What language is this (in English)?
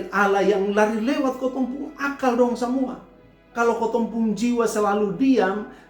Kupang Malay